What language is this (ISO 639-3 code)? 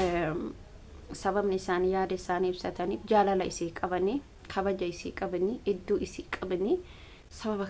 orm